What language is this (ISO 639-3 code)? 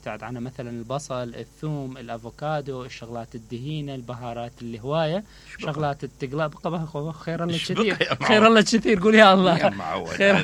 acm